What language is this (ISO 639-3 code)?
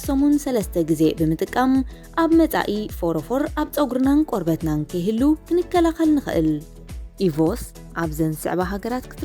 tir